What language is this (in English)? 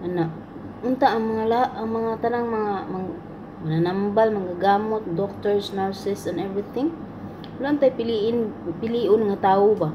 Cebuano